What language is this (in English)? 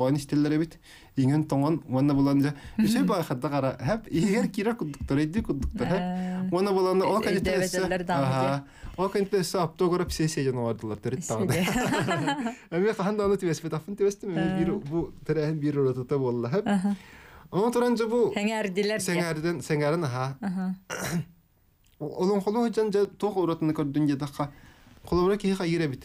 Yakut